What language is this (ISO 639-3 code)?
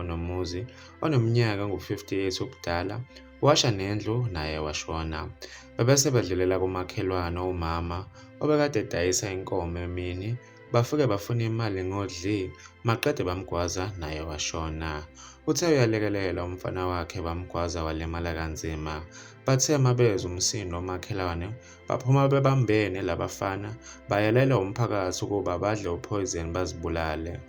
zul